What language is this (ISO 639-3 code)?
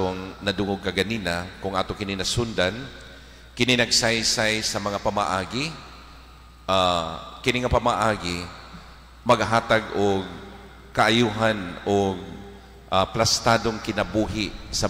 ceb